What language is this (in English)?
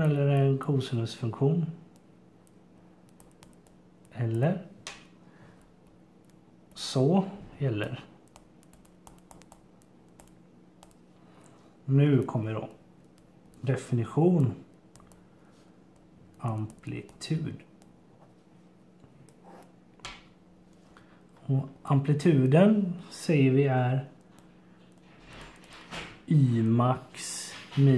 Swedish